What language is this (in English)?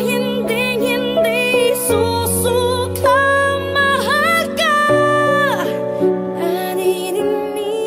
Filipino